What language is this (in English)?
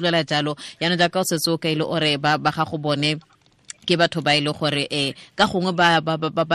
Tswana